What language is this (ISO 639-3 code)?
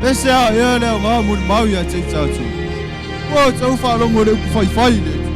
smo